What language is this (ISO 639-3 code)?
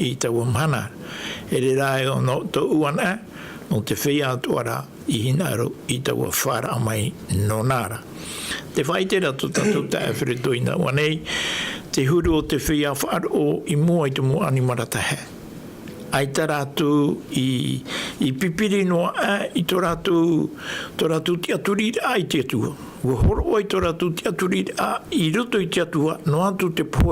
tah